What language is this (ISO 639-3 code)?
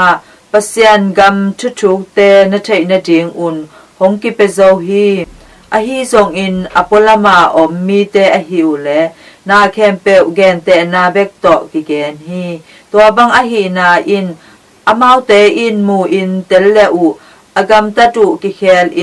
ctd